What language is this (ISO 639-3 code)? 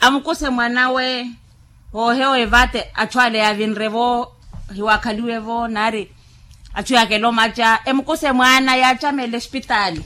vmw